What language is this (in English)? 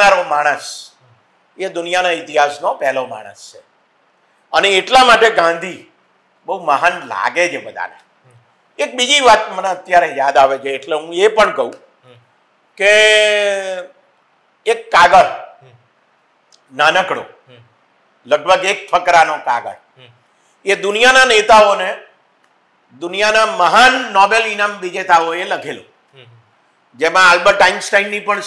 Gujarati